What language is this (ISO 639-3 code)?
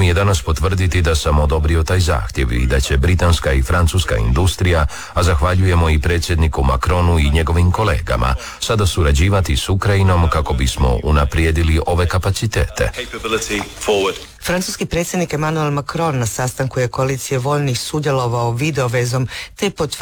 hrv